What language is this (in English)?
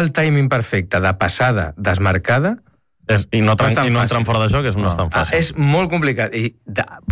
Catalan